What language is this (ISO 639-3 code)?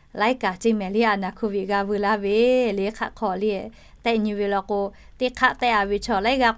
lhu